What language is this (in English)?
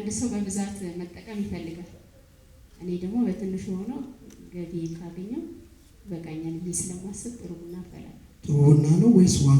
Amharic